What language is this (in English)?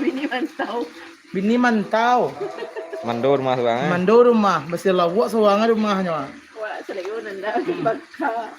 Minangkabau